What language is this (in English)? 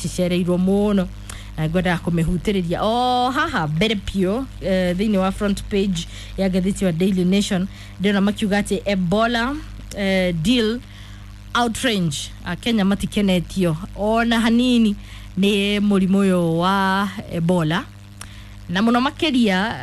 Kikuyu